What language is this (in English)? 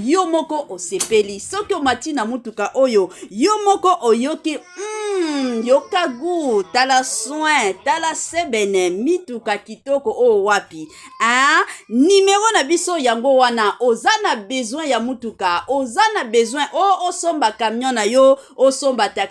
Lingala